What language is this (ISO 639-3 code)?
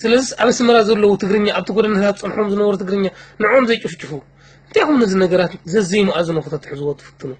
tir